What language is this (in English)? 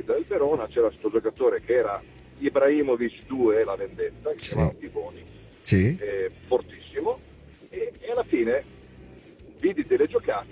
Italian